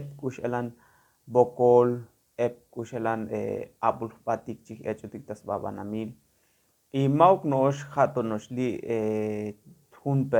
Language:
Tzotzil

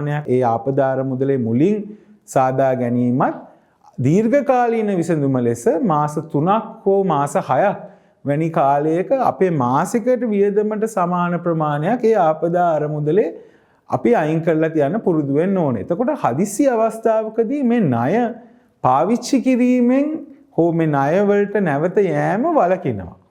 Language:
Sinhala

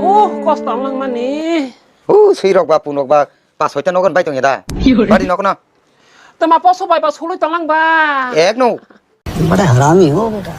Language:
Kok Borok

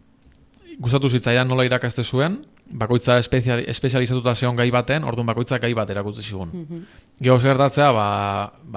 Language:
Basque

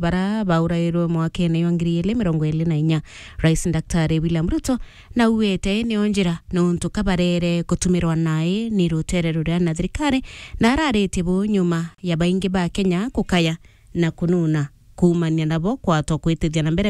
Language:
Meru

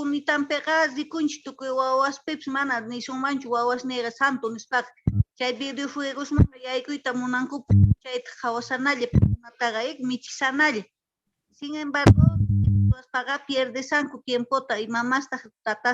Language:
Quechua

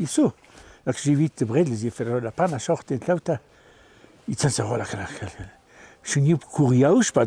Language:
Ladin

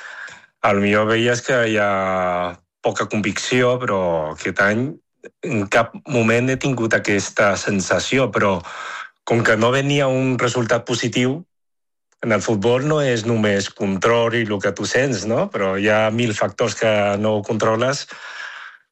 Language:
Catalan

